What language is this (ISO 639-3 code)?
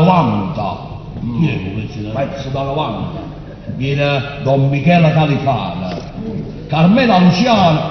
nap